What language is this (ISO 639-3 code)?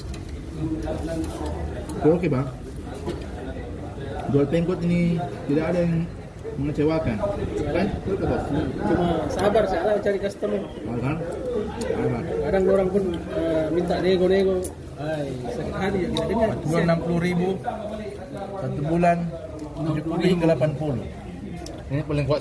msa